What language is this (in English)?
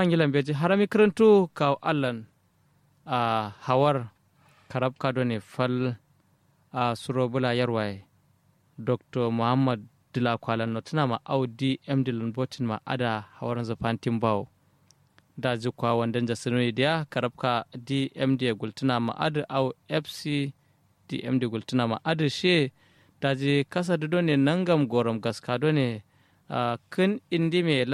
Kanuri